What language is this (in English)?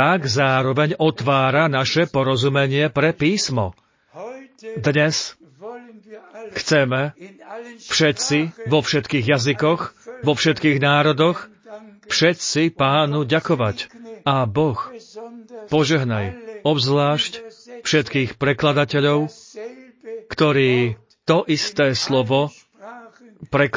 Slovak